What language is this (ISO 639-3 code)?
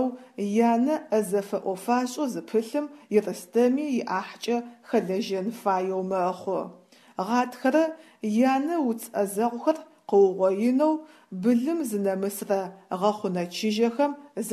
ady